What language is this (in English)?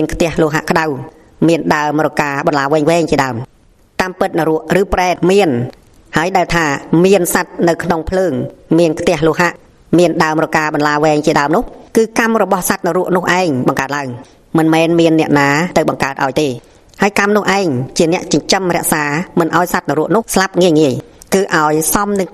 Khmer